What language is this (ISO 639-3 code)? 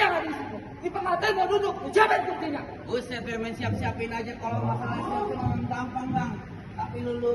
bew